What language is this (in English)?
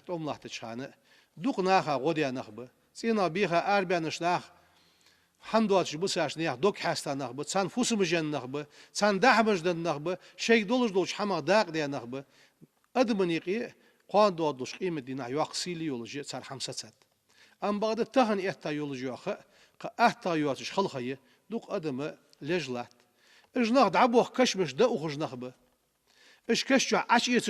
Ingush